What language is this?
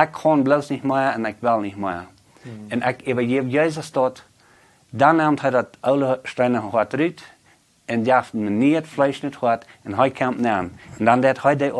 Plautdietsch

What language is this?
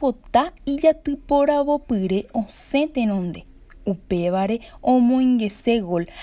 Guarani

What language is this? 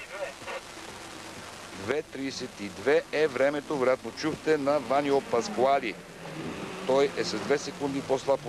Bulgarian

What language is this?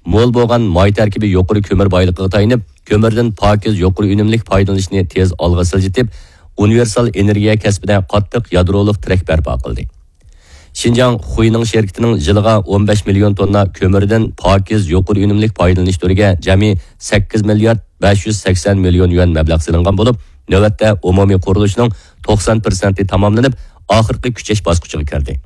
Uyghur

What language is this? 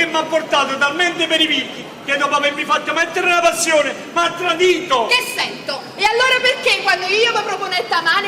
Neapolitan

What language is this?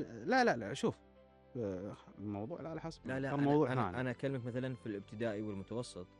Gulf Arabic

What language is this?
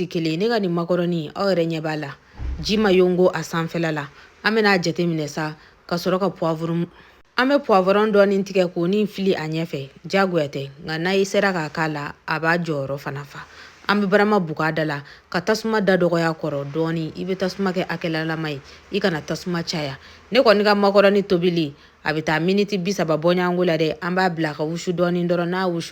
Bambara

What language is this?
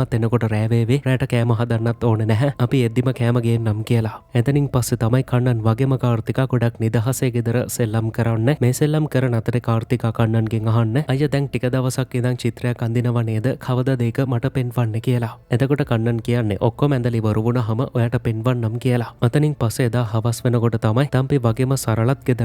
Sinhala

